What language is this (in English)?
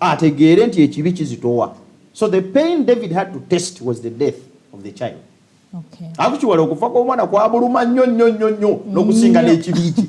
Ganda